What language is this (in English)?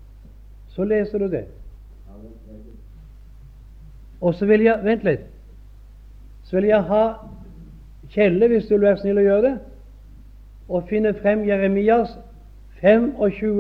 Norwegian